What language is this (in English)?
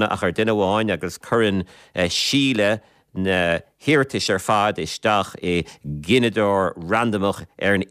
Irish